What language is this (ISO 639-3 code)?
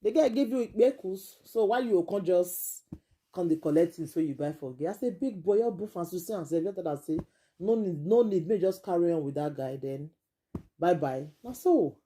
pcm